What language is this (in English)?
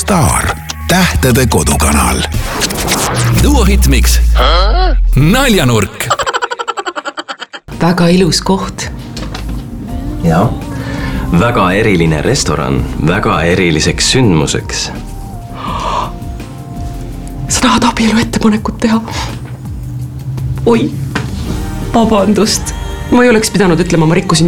Estonian